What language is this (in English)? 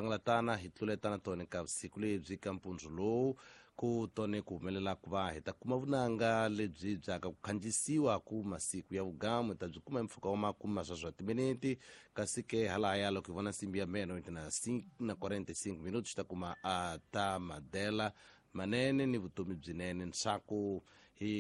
Tsonga